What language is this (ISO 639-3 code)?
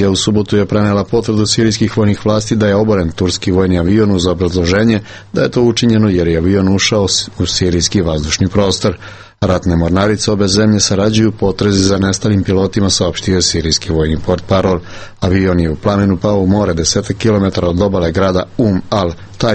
srp